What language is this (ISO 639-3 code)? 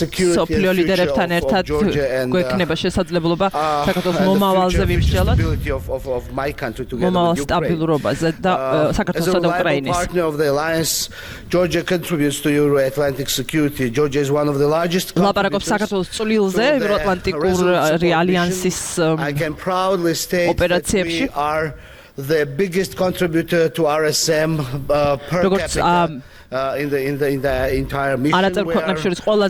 kat